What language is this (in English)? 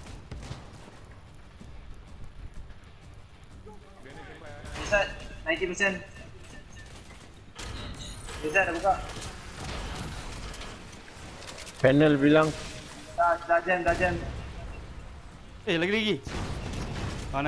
Malay